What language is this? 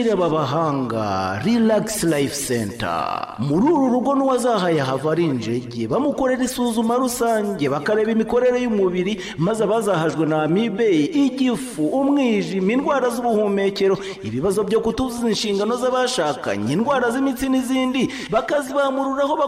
Kinyarwanda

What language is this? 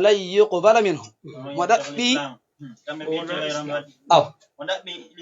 Fula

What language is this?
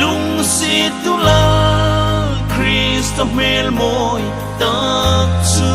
Hmar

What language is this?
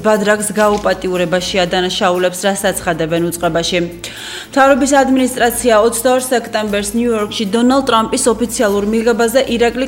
Georgian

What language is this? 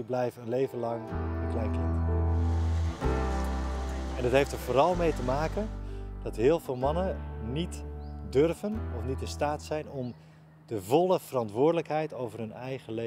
Dutch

